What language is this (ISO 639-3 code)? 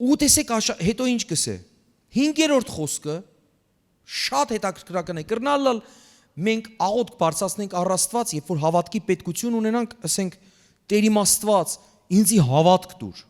hyw